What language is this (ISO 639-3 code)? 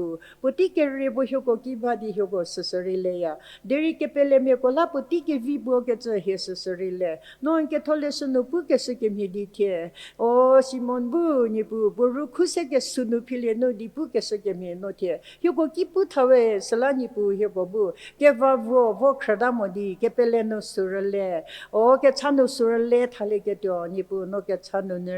njm